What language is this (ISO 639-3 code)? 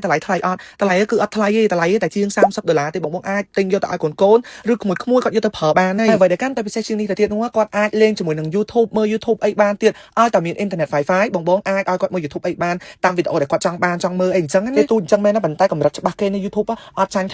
khm